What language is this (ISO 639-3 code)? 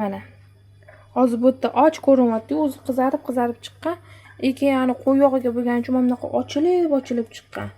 uzb